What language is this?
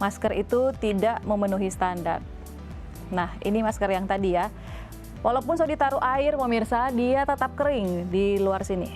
Manado Malay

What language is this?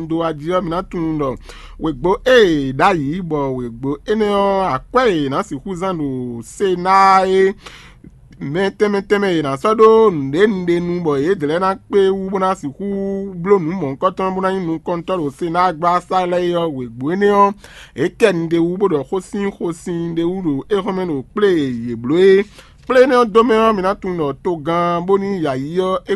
Fon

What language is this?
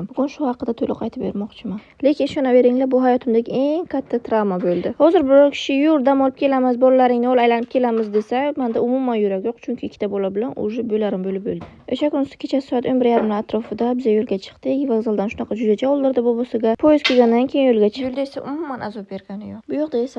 Uzbek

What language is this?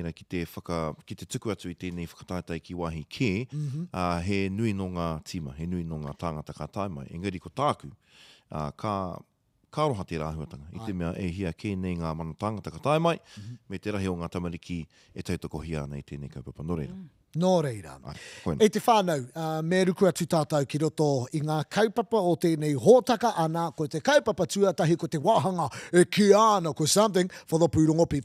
Māori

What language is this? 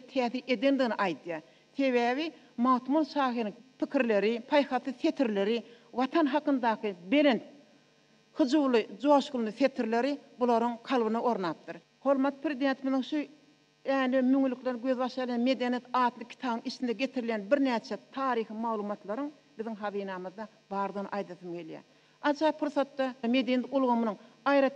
Turkmen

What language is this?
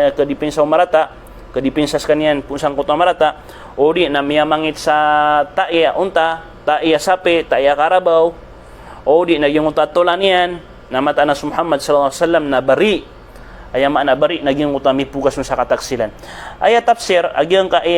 Maranao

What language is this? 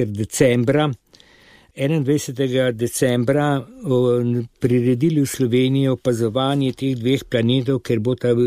Slovenian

